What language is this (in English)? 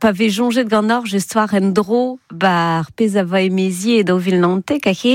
Breton